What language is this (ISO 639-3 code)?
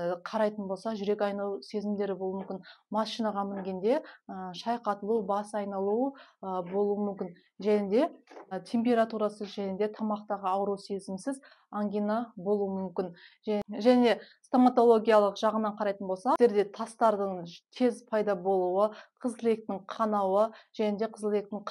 kaz